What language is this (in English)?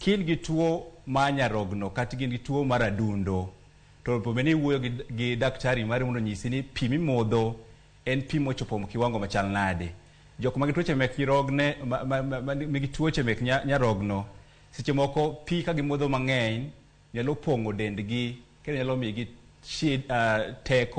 Luo (Kenya and Tanzania)